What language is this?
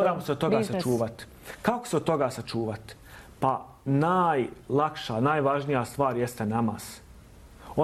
Bosnian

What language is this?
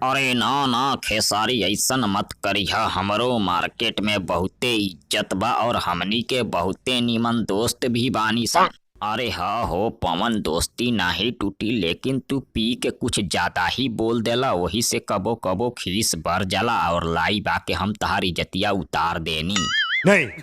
Bhojpuri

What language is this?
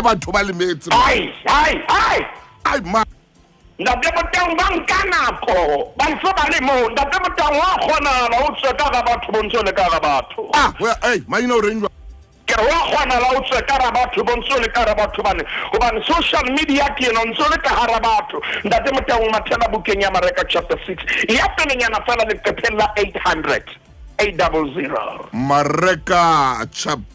Southern Sotho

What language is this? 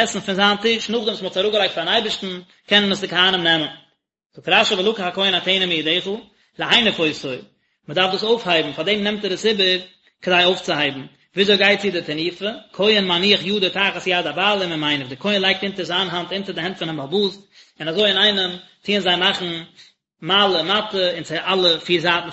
Yiddish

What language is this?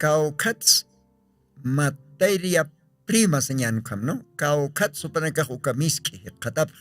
Aymara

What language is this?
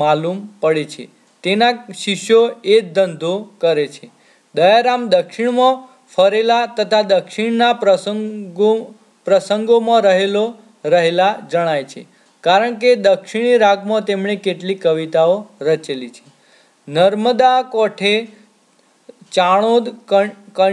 Gujarati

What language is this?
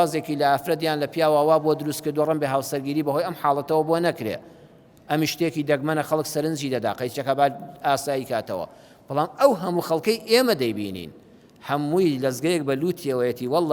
Central Kurdish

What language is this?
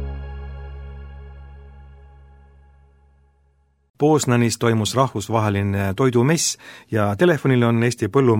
Estonian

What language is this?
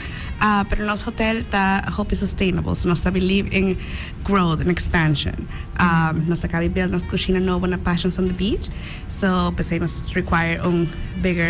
Papiamento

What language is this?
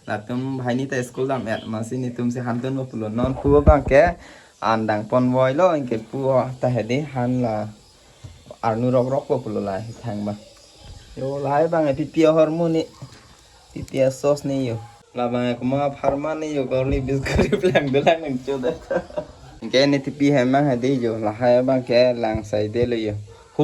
Karbi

